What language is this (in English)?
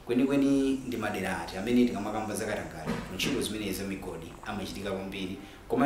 Nyanja